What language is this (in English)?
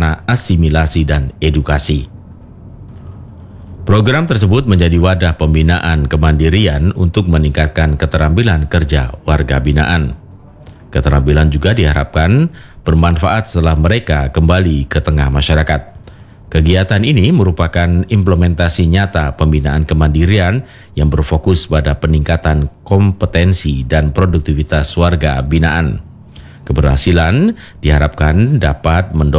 Indonesian